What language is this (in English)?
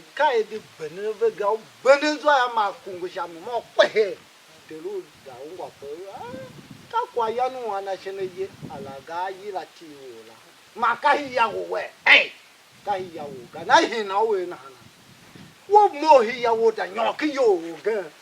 Tiv